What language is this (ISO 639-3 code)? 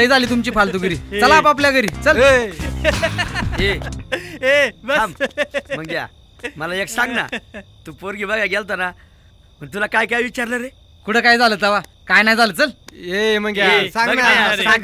mar